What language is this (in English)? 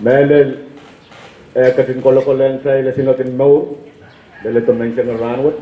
Pohnpeian